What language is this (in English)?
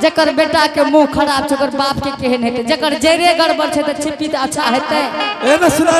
Angika